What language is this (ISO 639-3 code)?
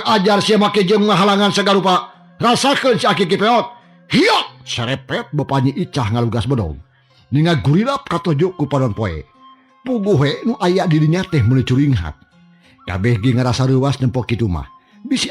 sun